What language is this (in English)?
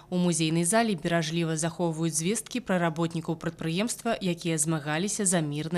Belarusian